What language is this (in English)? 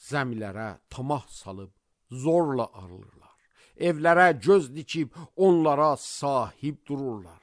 Azerbaijani